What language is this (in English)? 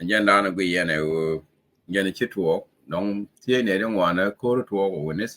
Nuer